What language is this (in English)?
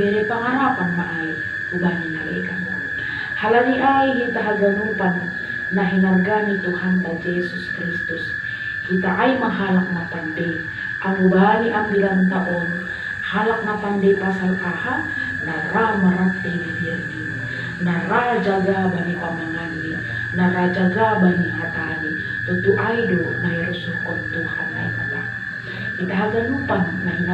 Batak Simalungun